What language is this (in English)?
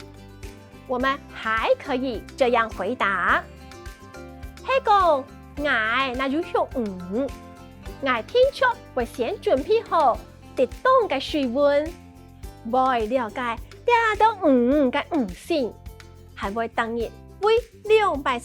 Hakka Chinese